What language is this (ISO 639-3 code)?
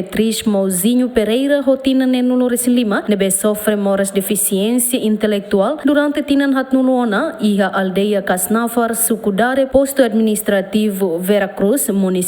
tet